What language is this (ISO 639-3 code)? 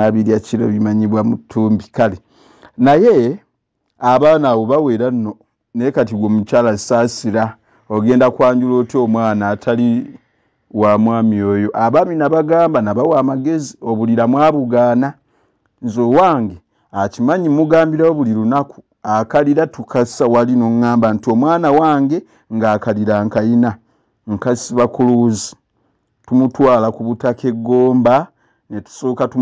lug